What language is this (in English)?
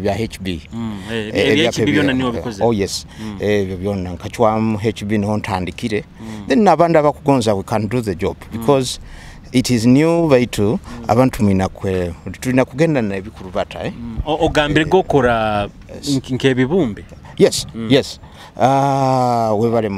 Nyoro